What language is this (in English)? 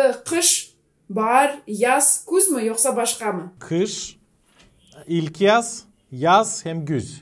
Gagauz